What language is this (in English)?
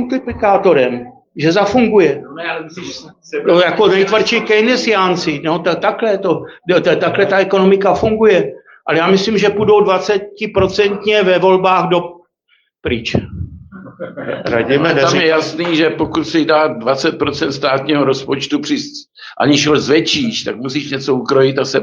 Czech